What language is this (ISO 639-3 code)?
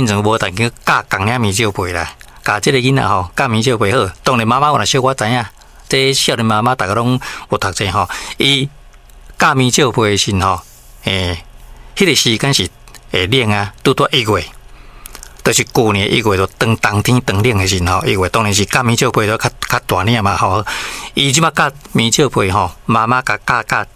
nan